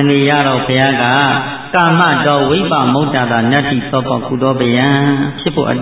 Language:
Burmese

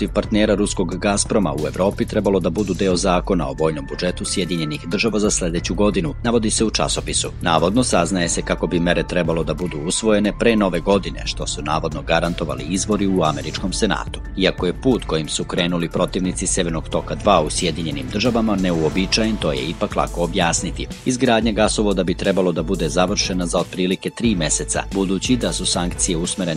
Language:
Serbian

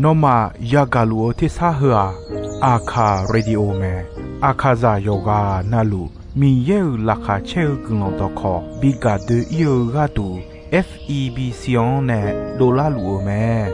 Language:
Akha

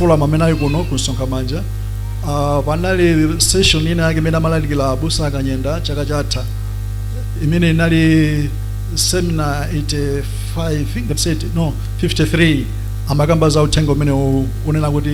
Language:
Nyanja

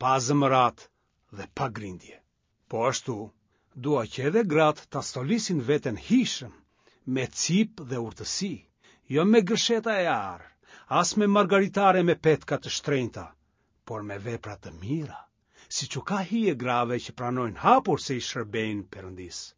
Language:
Albanian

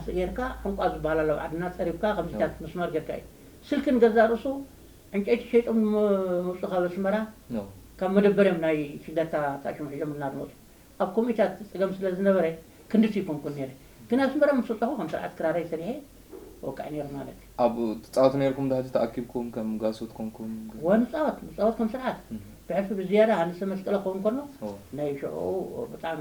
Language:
Tigrinya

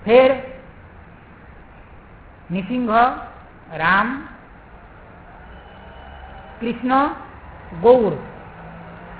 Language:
Hindi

